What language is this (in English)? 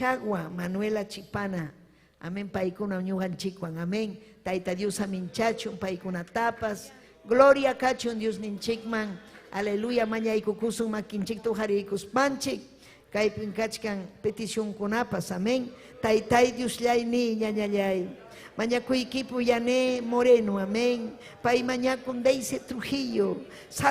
Ayacucho Quechua